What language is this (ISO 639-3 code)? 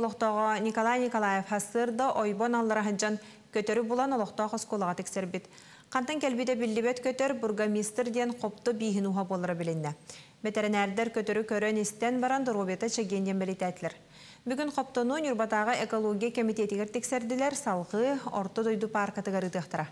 sah